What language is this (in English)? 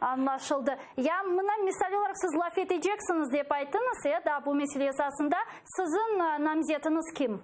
Crimean Tatar